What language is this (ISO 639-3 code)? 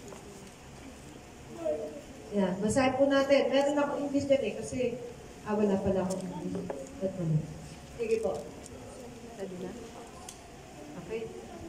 fil